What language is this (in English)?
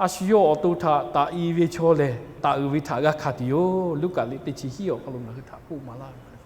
Lahu